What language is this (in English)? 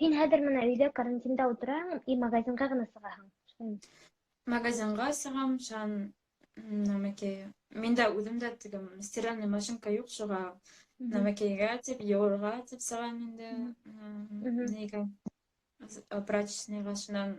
Bashkir